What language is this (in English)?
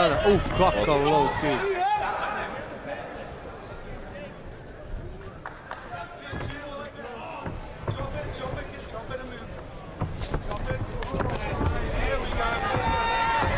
Croatian